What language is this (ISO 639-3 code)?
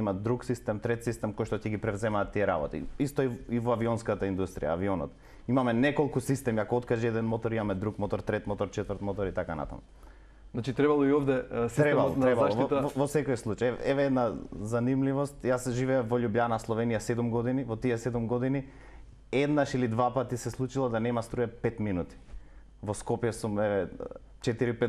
mkd